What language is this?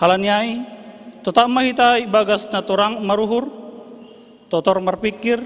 Batak Simalungun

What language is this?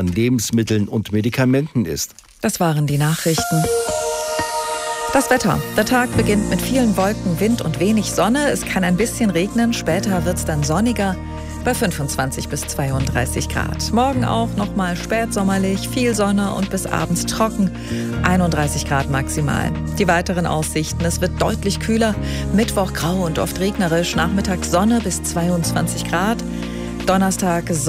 German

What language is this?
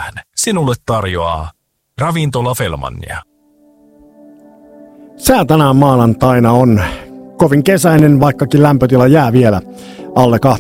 Finnish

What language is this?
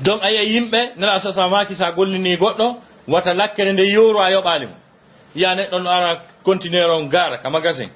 Fula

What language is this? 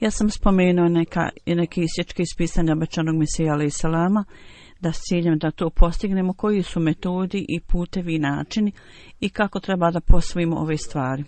Bosnian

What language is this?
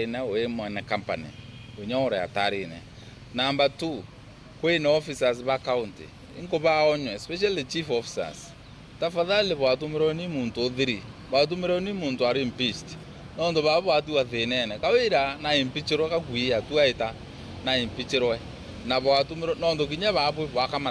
Meru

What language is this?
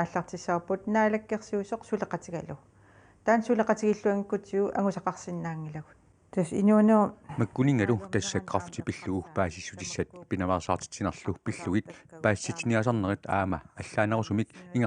Kalaallisut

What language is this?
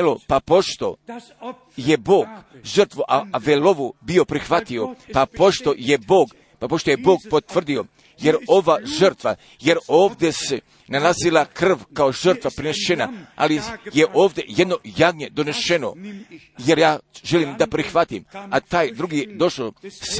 Croatian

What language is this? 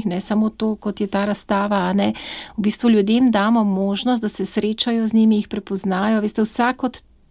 Slovenian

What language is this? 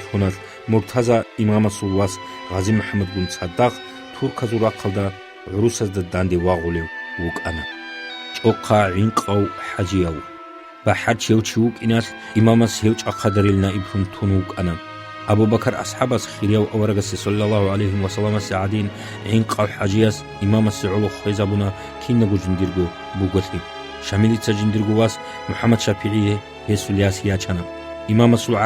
Avaric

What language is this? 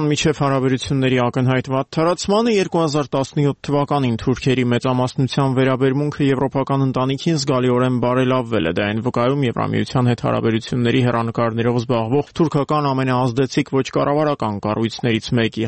Armenian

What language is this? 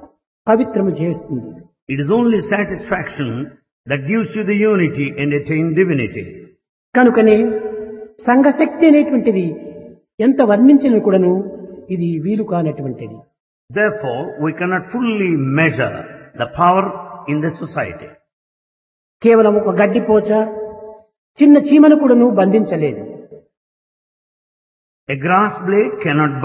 Telugu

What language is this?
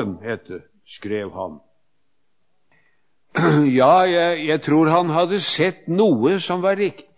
Norwegian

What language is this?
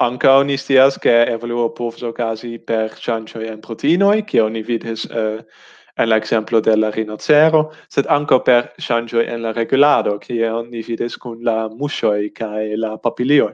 Esperanto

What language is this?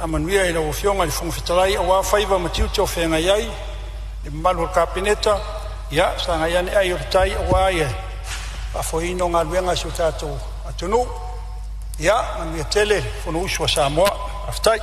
Samoan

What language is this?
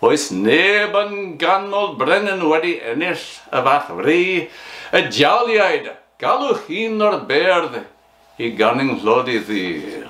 Welsh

